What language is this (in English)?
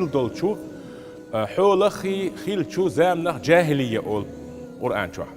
Chechen